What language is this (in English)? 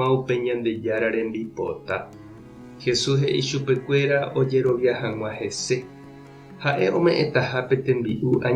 Guarani